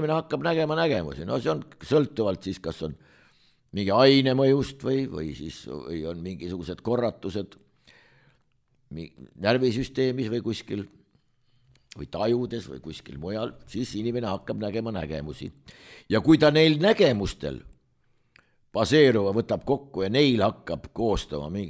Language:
Estonian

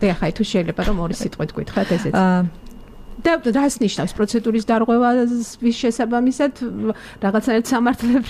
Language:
Georgian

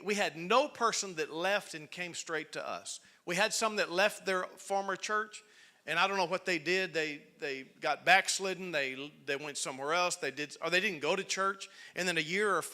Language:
English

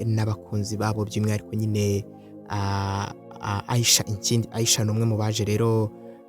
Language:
Kinyarwanda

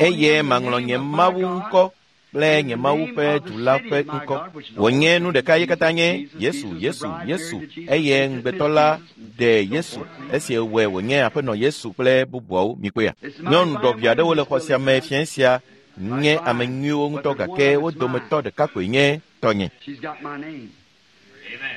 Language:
Ewe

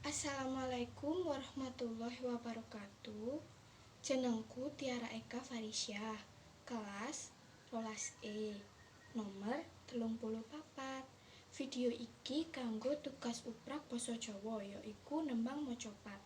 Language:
Javanese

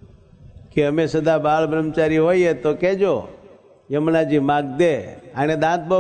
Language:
Gujarati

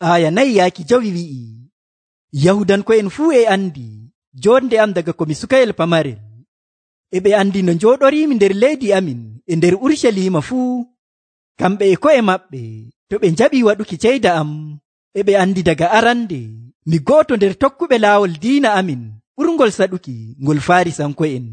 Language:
Nigerian Fulfulde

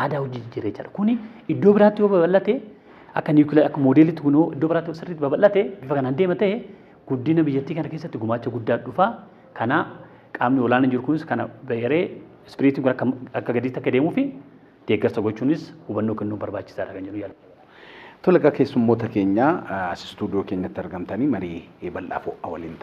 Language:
Oromo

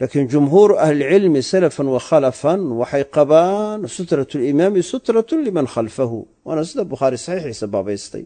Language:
Somali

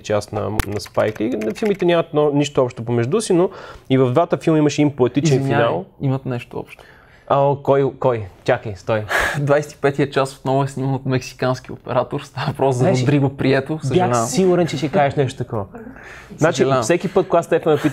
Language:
Bulgarian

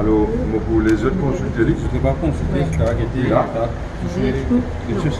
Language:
Morisyen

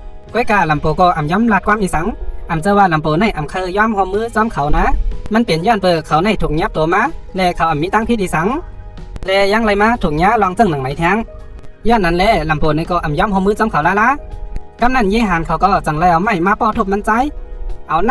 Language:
Shan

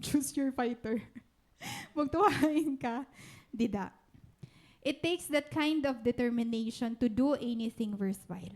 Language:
Waray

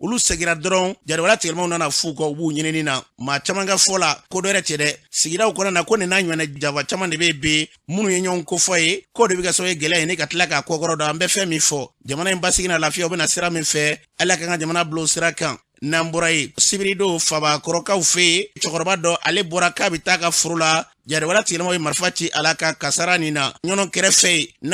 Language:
Bambara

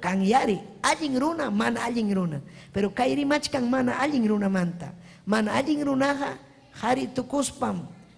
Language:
Ayacucho Quechua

